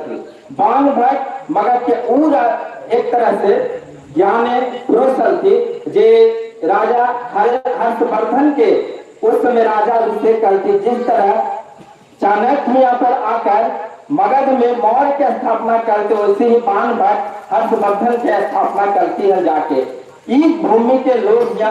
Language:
Magahi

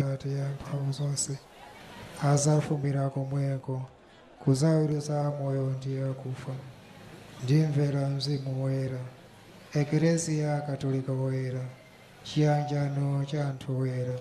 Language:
Nyanja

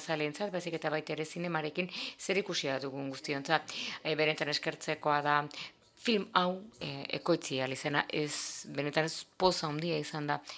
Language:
Basque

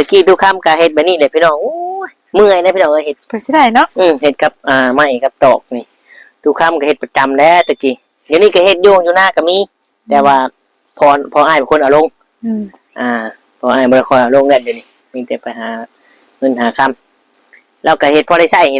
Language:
Northeastern Thai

